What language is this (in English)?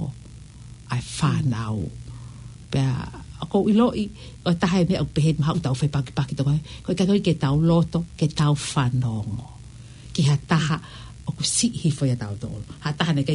Tongan